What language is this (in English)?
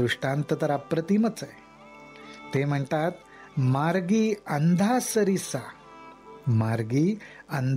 Marathi